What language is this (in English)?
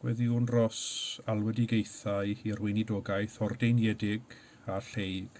Welsh